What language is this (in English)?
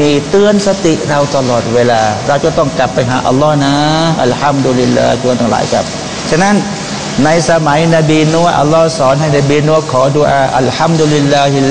Thai